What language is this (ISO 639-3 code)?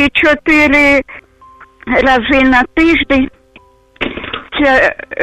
ukr